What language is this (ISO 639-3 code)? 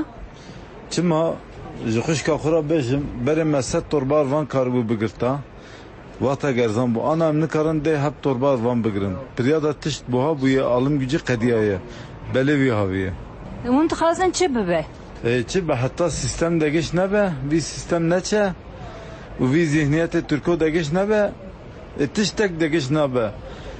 kur